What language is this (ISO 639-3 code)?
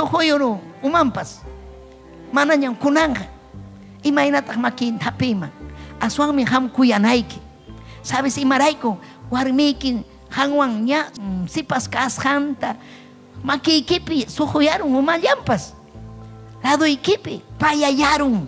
quy